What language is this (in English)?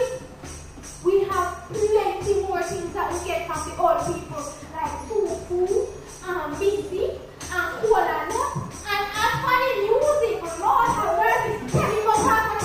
Jamaican Creole English